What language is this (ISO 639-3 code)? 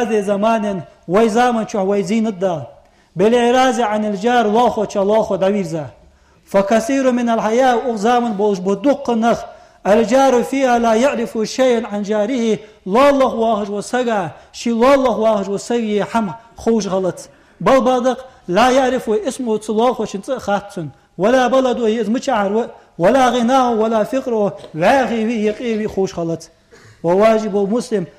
inh